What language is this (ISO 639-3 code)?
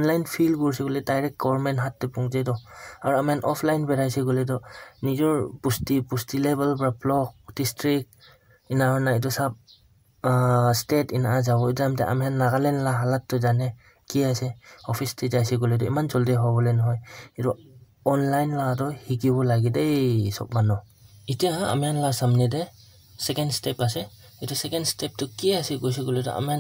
nag